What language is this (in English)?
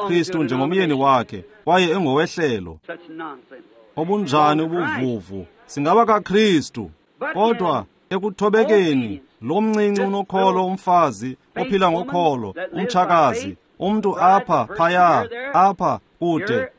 Xhosa